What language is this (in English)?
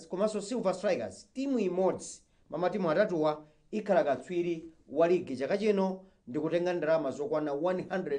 Nyanja